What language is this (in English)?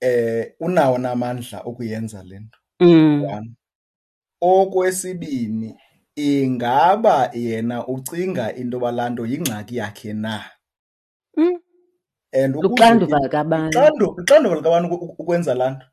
Xhosa